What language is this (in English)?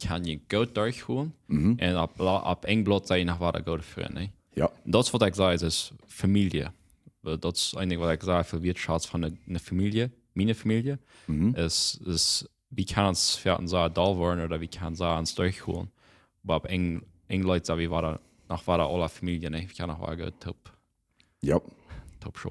Plautdietsch